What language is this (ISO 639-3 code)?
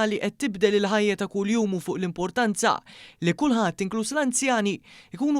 mlt